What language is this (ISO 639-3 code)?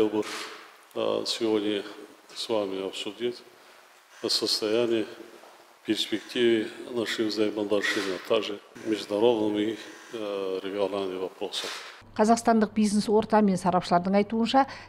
kaz